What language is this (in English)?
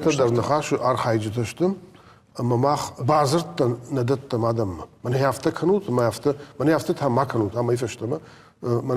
Ossetic